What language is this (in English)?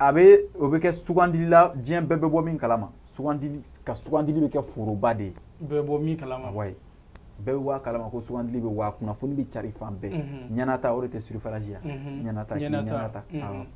Bambara